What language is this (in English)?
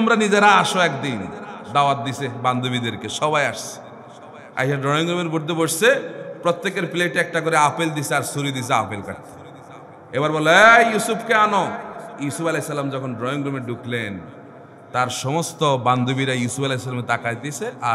Bangla